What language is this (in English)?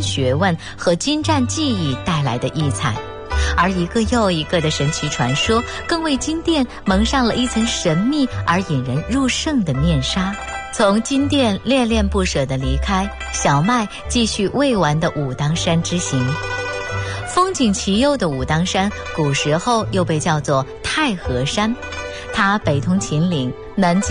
Chinese